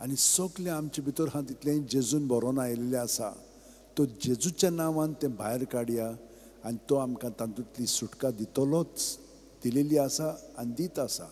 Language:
Konkani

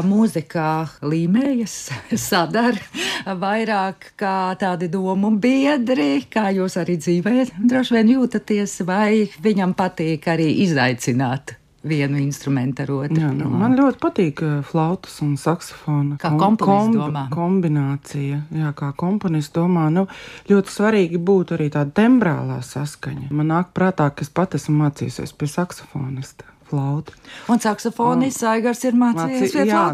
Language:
Latvian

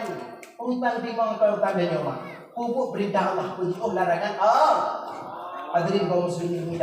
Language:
Achinese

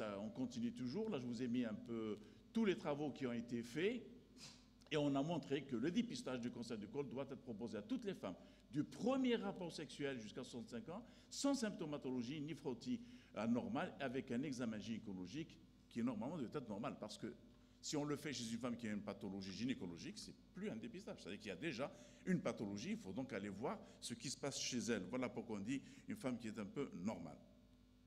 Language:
French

